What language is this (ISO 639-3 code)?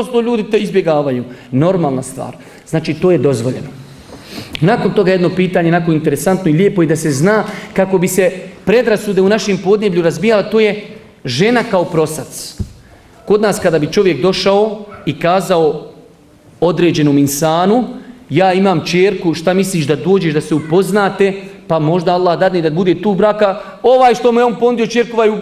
bos